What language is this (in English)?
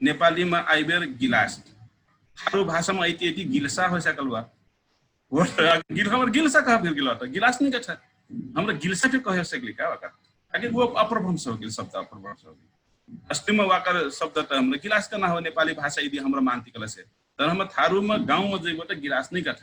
Dangaura Tharu